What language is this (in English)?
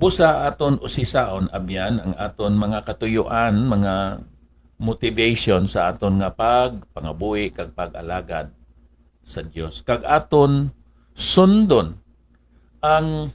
Hiligaynon